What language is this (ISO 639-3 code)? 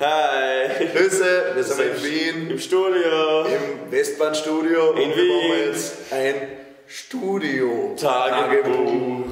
bar